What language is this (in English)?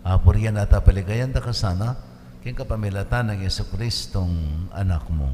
Pampanga